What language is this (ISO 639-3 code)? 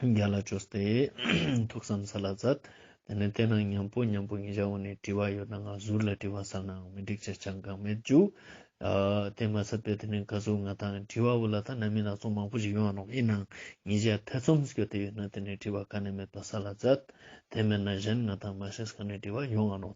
lbj